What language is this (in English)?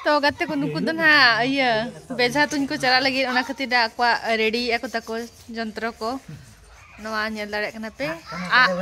Santali